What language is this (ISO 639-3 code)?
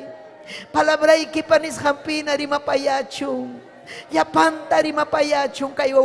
quy